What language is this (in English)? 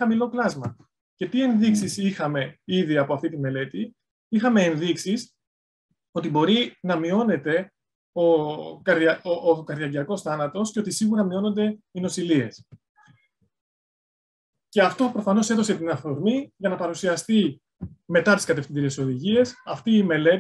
Greek